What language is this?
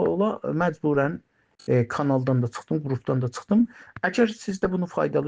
Azerbaijani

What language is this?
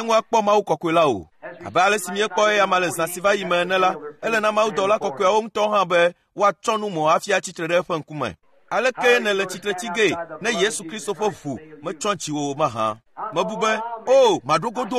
Ewe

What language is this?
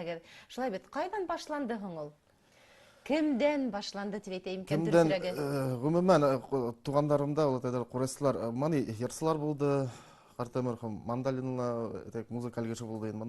Bashkir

